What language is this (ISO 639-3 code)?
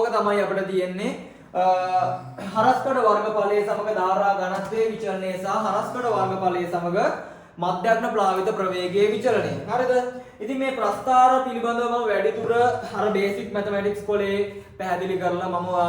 sin